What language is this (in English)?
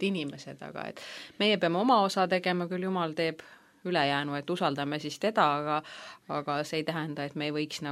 Estonian